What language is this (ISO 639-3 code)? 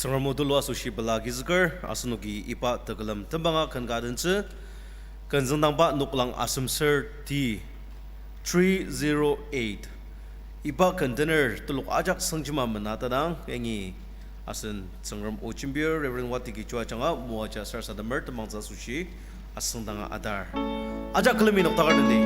njo